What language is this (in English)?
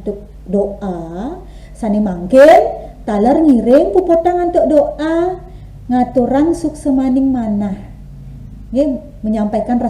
Balinese